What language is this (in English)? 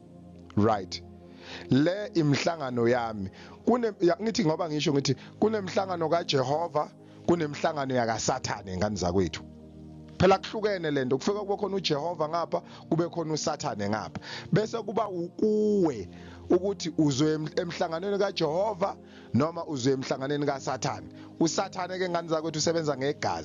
Zulu